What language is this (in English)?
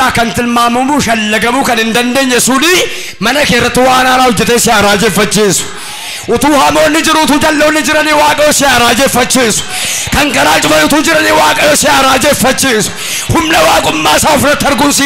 Oromo